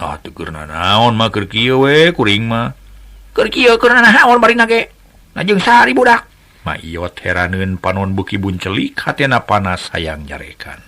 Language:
Sundanese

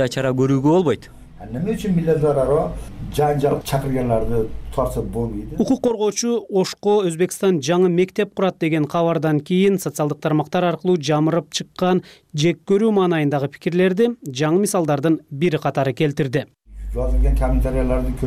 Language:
Kyrgyz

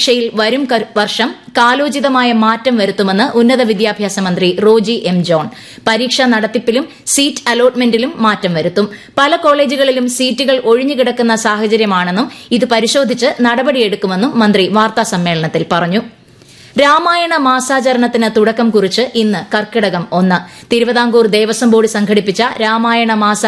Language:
Malayalam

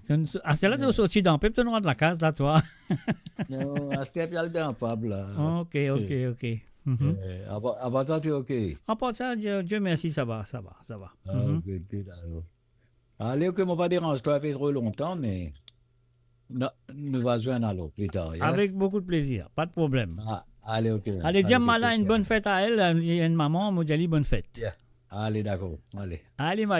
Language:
Morisyen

